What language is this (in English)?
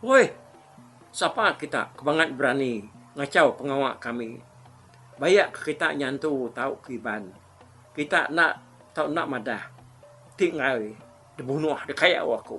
Iban